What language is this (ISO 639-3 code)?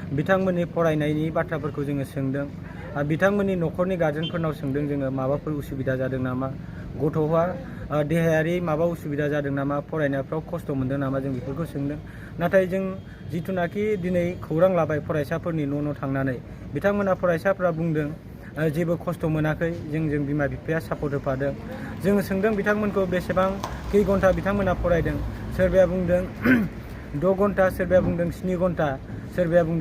brx